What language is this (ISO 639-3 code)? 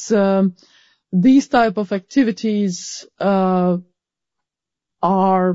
eng